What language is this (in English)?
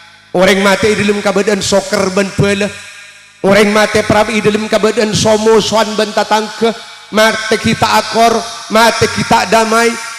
Madurese